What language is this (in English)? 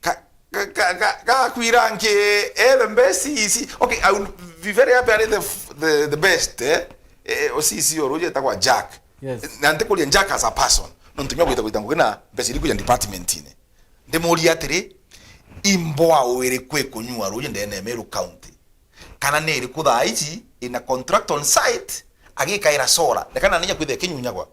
Meru